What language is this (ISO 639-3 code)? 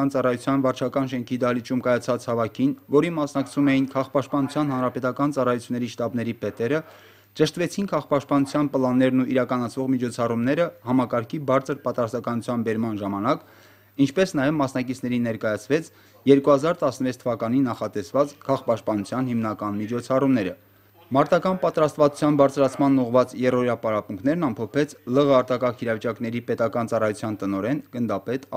hye